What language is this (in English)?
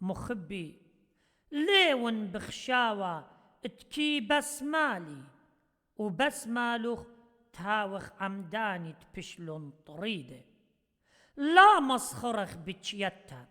Assyrian Neo-Aramaic